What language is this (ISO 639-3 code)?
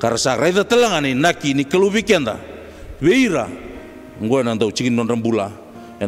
fij